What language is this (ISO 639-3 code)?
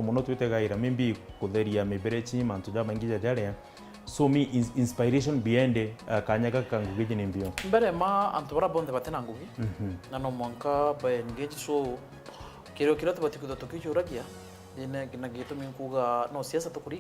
mer